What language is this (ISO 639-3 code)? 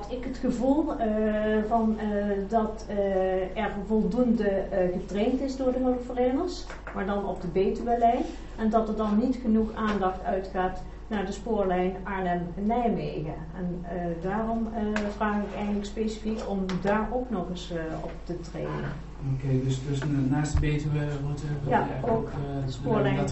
nld